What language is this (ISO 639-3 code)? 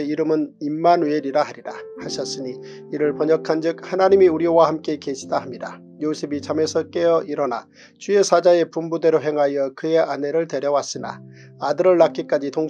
kor